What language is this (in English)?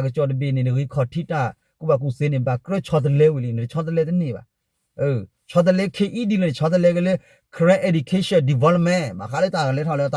S'gaw Karen